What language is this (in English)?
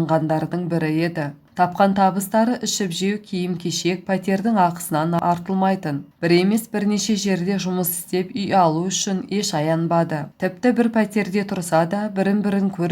Kazakh